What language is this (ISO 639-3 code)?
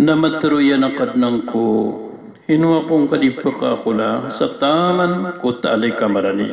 mrw